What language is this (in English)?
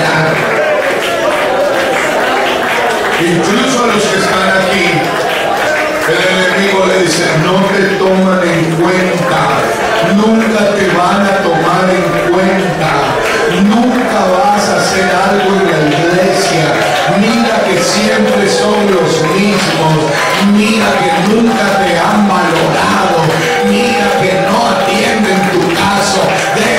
Spanish